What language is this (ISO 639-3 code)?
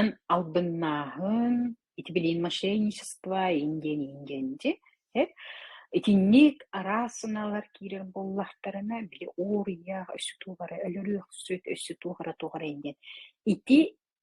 sah